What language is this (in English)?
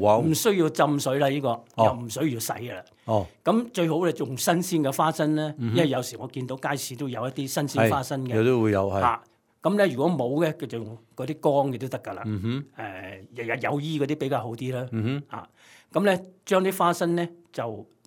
Cantonese